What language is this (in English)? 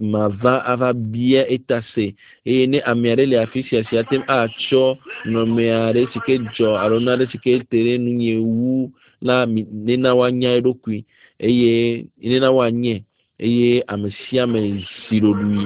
Ewe